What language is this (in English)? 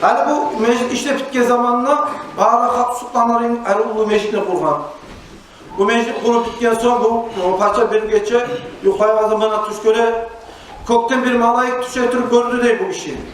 Kumyk